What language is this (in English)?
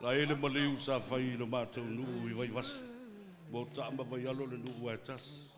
Samoan